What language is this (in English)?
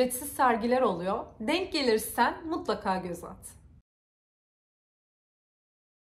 Turkish